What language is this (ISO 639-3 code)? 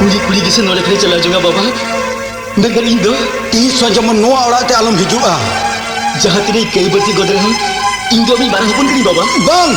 sat